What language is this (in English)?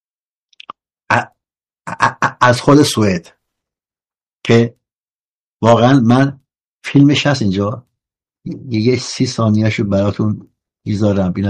Persian